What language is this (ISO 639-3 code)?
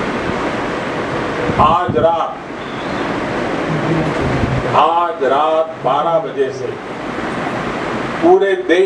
mar